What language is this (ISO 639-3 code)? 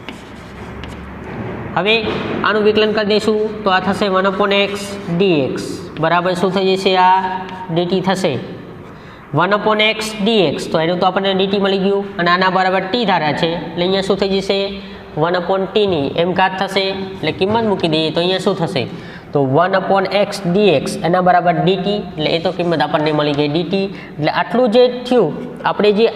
guj